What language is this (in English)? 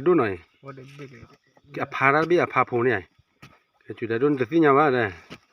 S'gaw Karen